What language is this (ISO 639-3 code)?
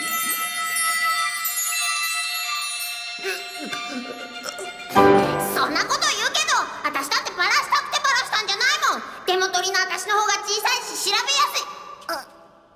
jpn